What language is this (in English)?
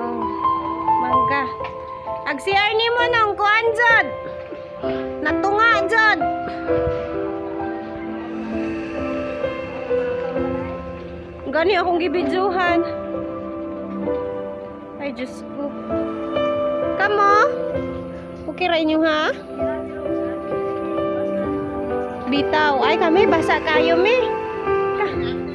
Cebuano